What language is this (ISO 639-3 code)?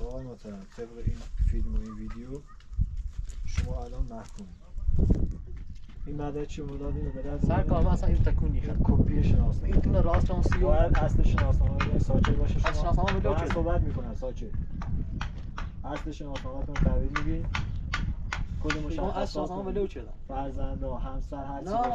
fas